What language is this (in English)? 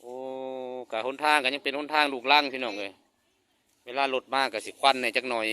Lao